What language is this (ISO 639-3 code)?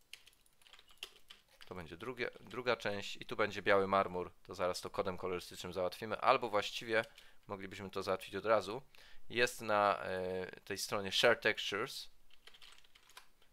pol